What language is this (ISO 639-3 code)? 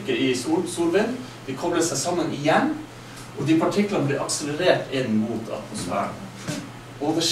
nor